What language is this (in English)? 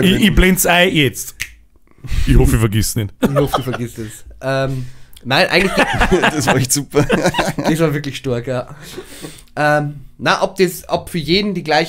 Bavarian